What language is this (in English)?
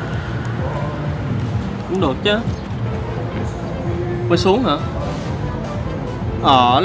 Vietnamese